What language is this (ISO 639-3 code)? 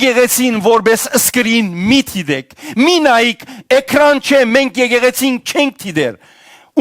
hyw